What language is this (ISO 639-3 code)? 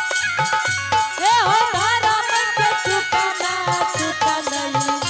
anp